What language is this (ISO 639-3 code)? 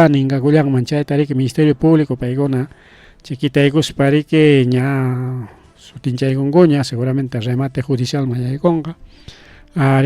quy